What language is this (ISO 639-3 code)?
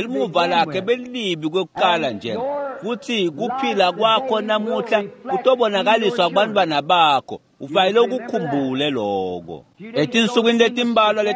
ssw